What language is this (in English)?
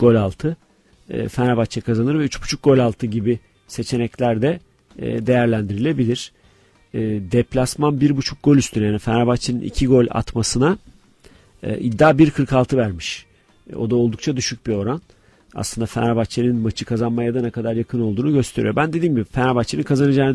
Turkish